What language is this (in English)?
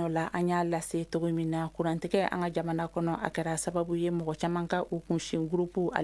Bambara